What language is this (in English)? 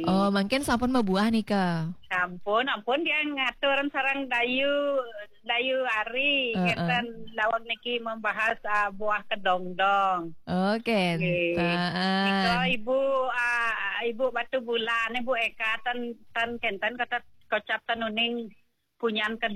Balinese